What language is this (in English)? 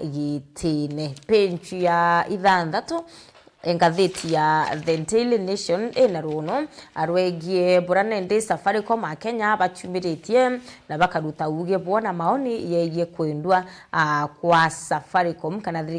Meru